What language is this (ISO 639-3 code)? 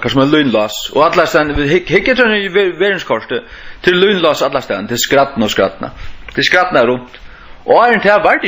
fao